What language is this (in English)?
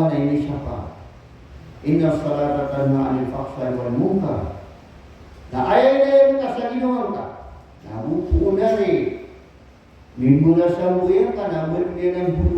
Maranao